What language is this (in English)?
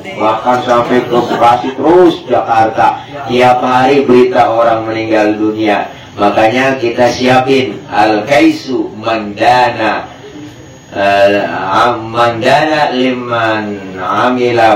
Betawi